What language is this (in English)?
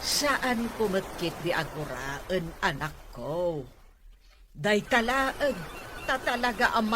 Iloko